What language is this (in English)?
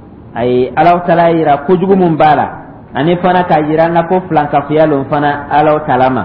Dyula